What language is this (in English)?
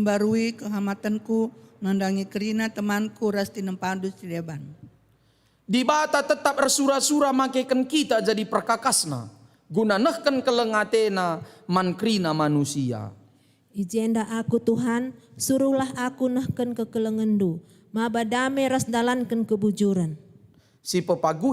Batak Karo